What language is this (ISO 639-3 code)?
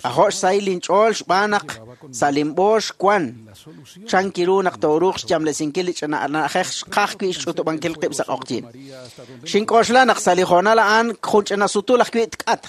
kek